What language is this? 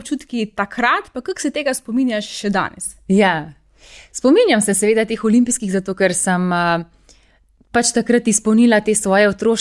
Slovenian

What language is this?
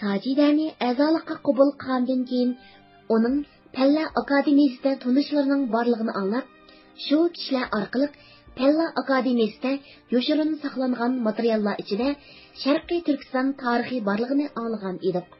Uyghur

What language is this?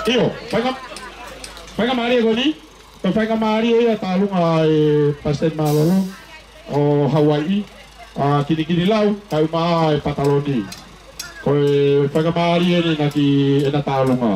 Tongan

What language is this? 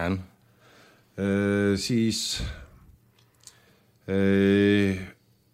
Estonian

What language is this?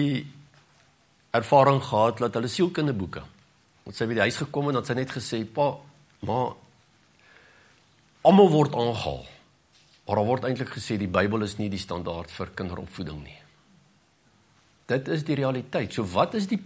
Afrikaans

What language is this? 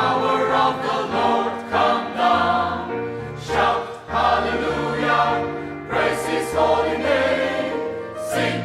Sumi Naga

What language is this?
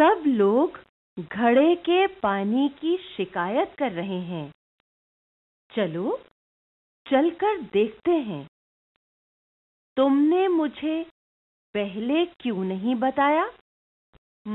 Hindi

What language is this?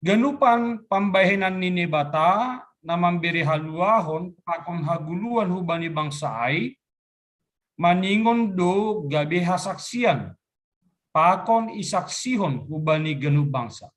Batak Simalungun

